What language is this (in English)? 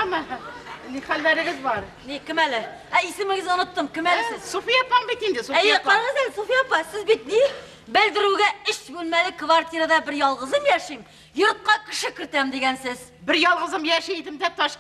Tatar